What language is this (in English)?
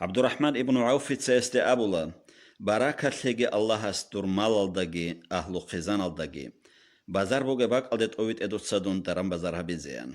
Avaric